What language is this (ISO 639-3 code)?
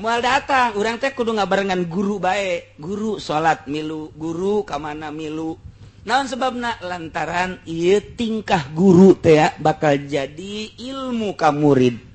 sun